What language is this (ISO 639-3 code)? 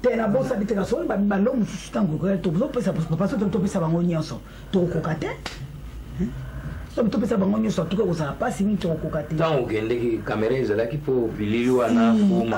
lin